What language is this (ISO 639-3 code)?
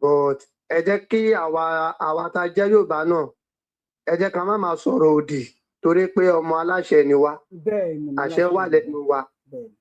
yor